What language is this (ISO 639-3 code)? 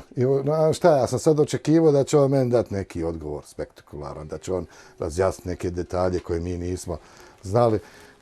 bos